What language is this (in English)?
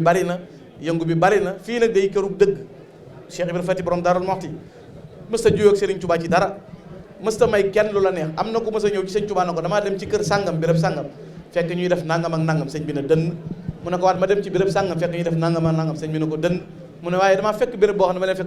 Wolof